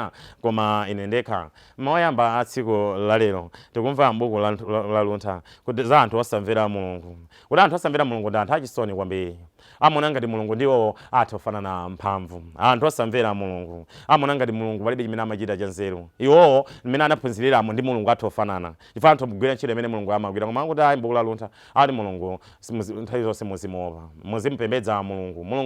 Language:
Nyanja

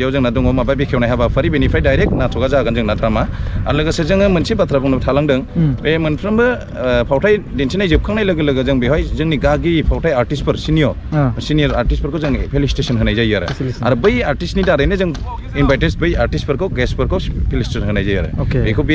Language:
Bodo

